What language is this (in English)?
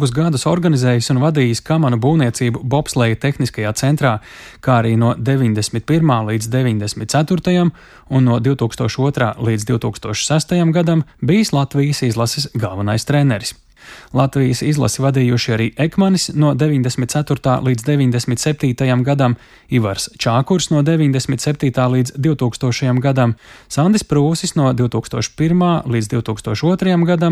Latvian